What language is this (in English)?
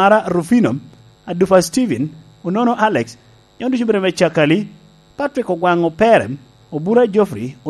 Lango (Uganda)